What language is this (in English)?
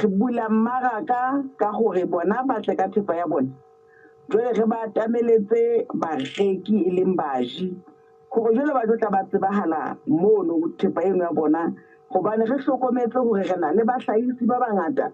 Southern Sotho